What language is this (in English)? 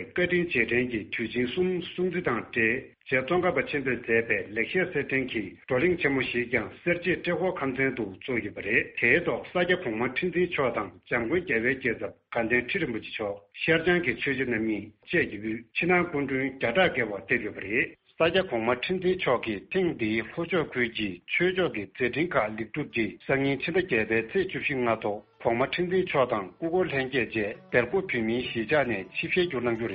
Tibetan